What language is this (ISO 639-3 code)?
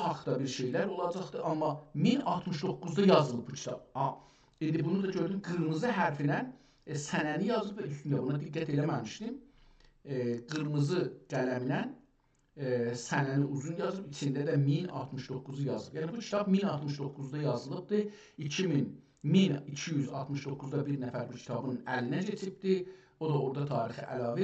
azb